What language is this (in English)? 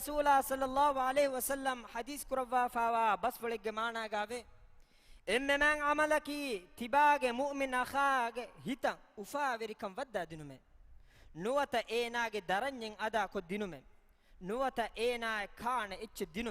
Divehi